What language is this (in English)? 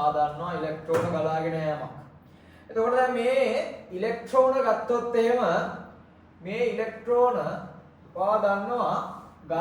Sinhala